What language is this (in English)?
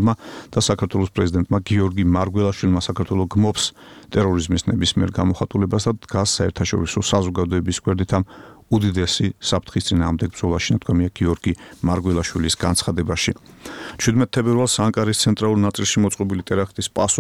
Georgian